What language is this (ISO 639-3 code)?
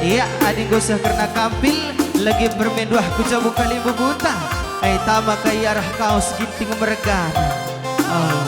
btx